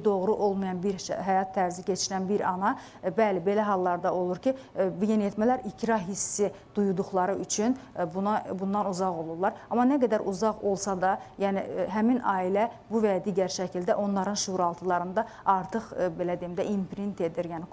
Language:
Azerbaijani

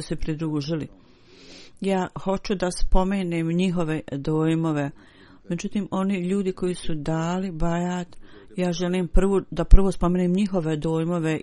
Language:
Bosnian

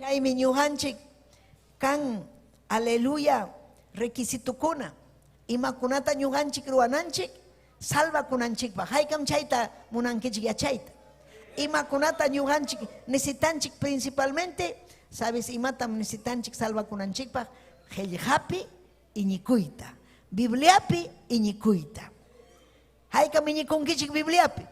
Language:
Ayacucho Quechua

